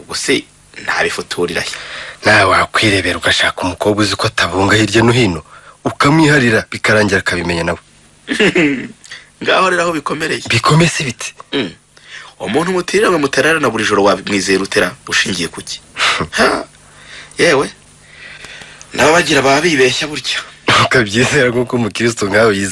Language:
Kinyarwanda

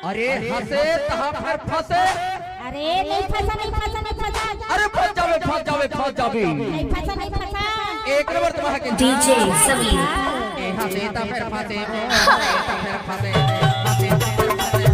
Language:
Chhattisgarhi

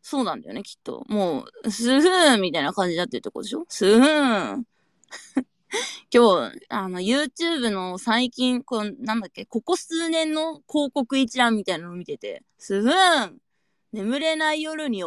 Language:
Japanese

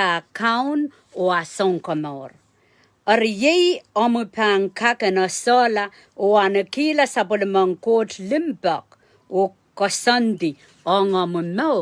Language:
Pohnpeian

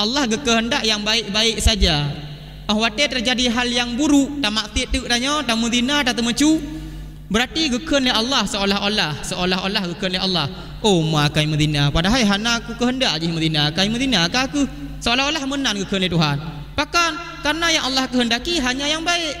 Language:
Achinese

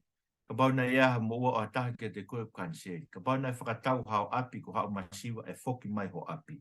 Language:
Tongan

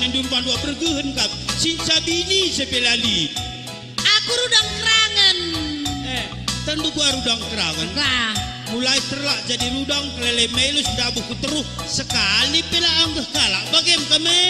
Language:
Batak Karo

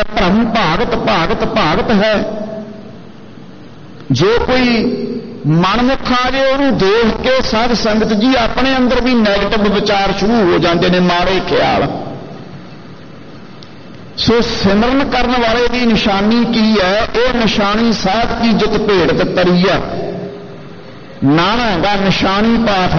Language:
Punjabi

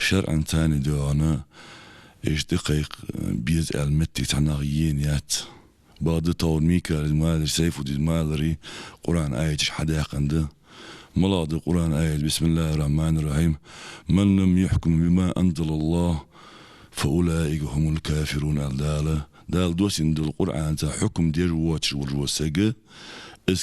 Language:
Ingush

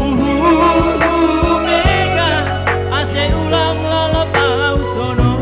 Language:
Batak Simalungun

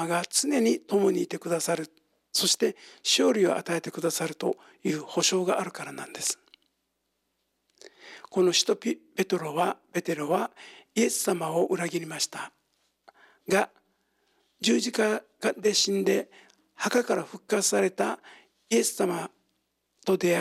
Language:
Japanese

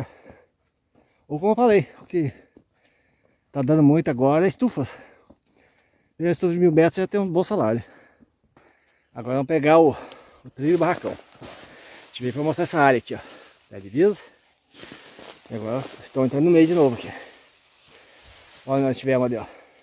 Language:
Portuguese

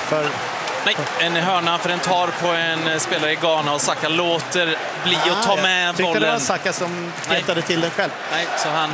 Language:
Swedish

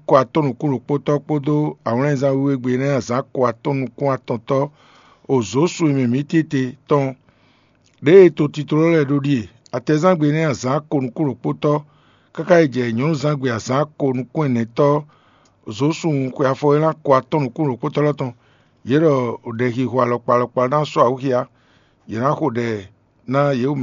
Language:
Fon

